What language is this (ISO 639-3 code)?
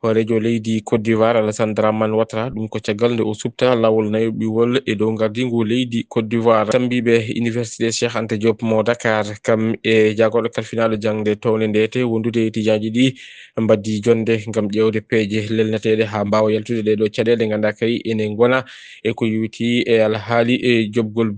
ful